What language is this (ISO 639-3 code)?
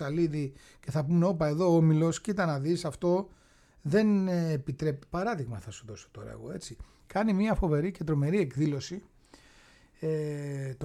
ell